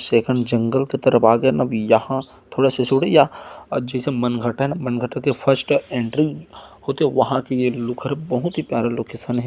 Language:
Chhattisgarhi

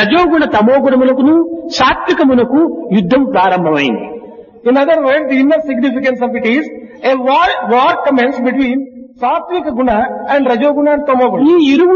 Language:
Telugu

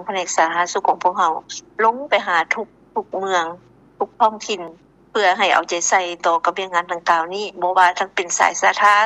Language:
Lao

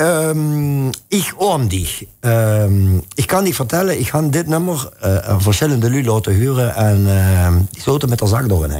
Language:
Limburgish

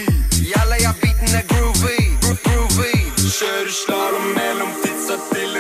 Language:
Norwegian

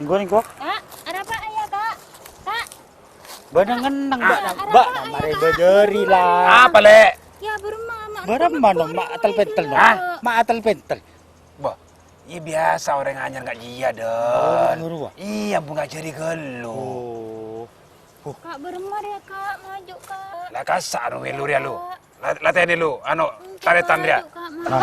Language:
Madurese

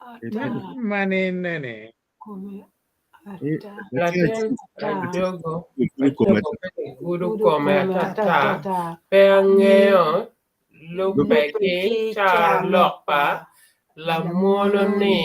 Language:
Acoli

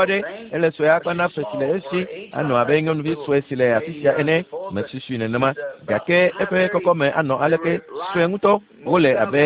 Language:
Ewe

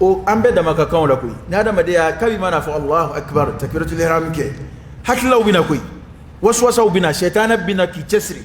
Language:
Dyula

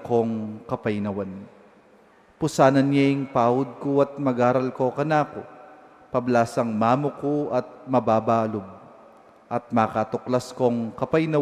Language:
Pampanga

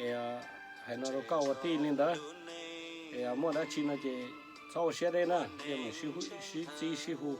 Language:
Hmong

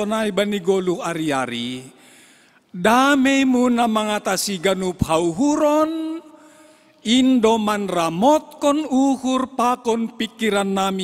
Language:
Batak Simalungun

